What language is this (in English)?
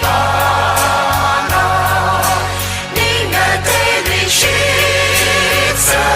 Tangkhul Naga (India)